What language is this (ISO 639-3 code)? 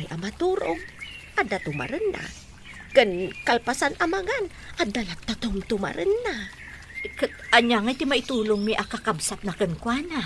ilo